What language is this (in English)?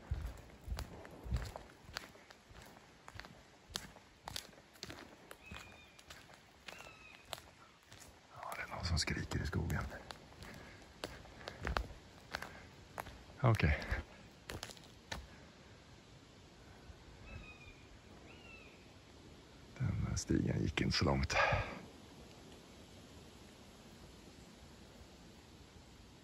Swedish